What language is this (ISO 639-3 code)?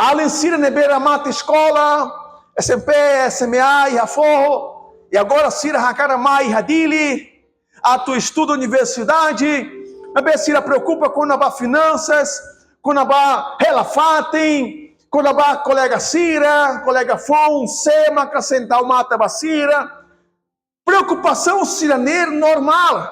tet